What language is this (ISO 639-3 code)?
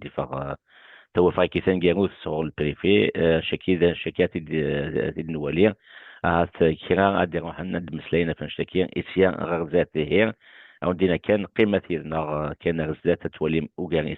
kab